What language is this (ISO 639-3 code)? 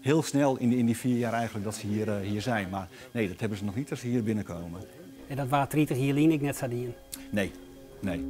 fry